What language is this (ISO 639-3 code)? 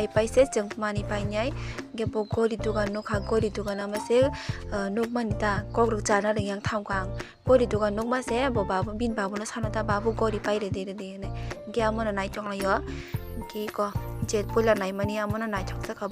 trp